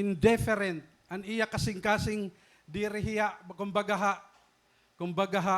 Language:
Waray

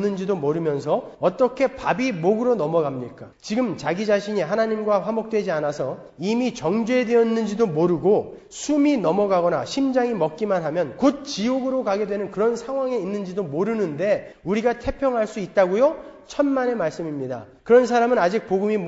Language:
Korean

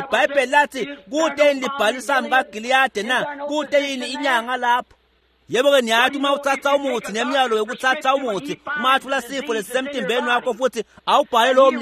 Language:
Swati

